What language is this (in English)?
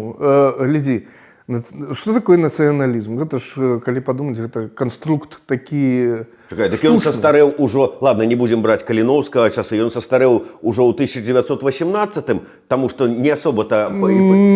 Belarusian